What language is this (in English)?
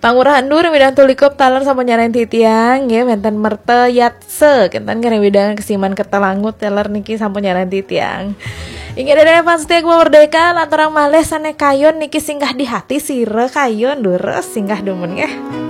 Balinese